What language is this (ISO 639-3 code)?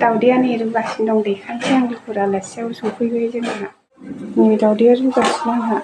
brx